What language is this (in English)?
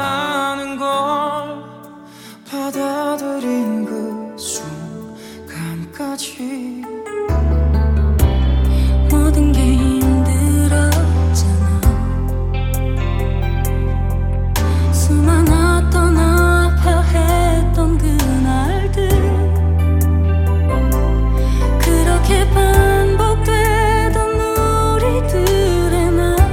Korean